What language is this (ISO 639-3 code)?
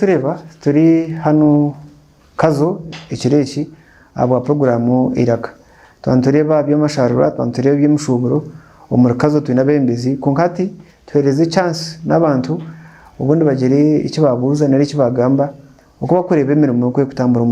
nyn